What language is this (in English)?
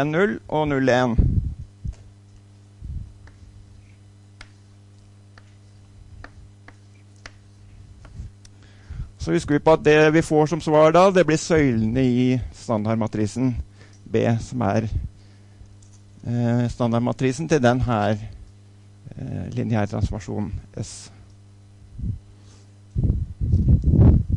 Norwegian